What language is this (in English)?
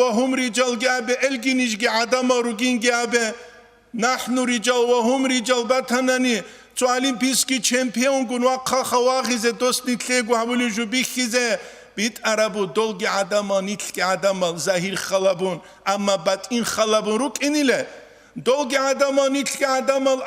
Avaric